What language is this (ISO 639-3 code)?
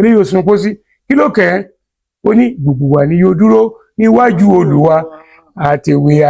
yor